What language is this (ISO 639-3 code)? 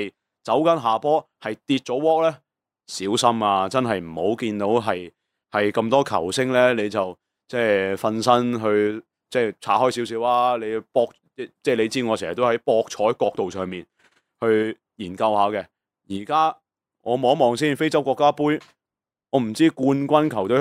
yue